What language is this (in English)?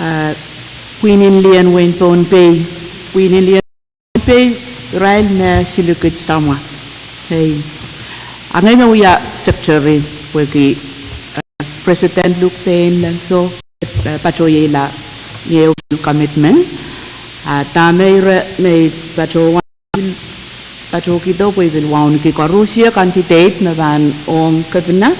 Pohnpeian